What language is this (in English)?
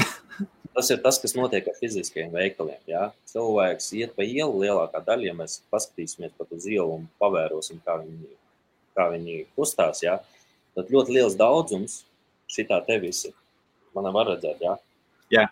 Latvian